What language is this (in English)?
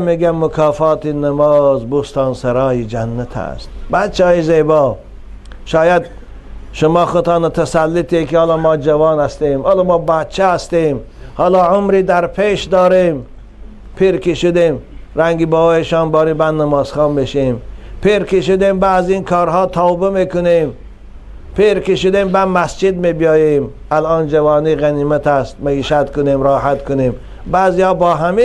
Tajik